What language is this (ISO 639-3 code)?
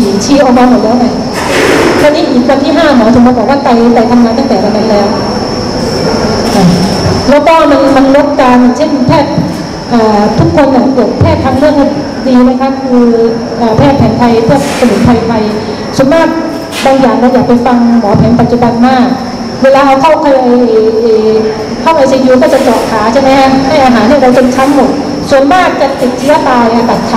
tha